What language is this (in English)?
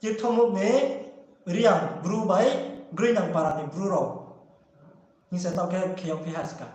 Riang (India)